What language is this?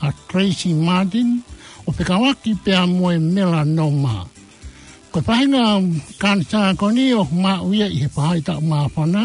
Tongan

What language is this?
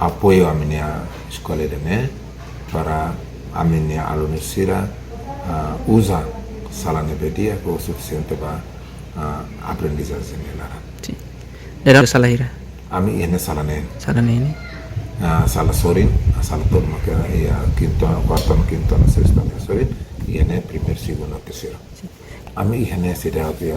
Tetum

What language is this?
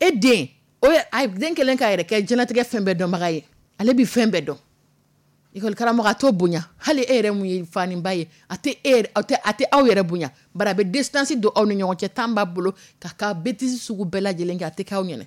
Dyula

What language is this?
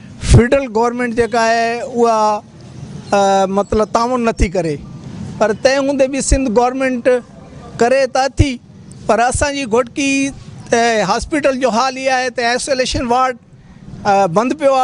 Sindhi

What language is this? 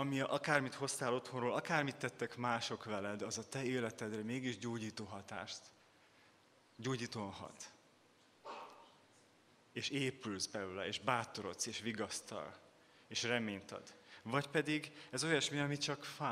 Hungarian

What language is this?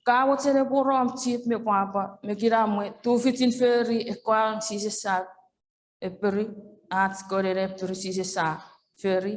Chuukese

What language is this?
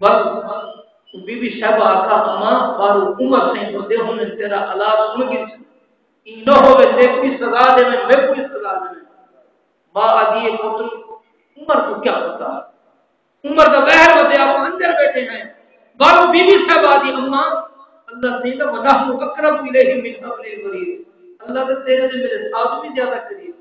Saraiki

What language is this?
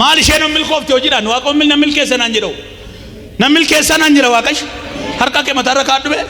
Oromo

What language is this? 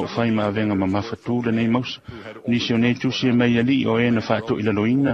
Samoan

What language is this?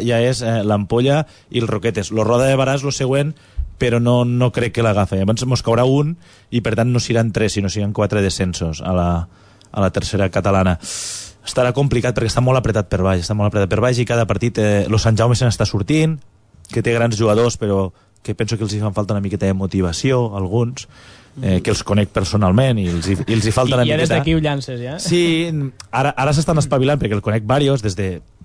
Catalan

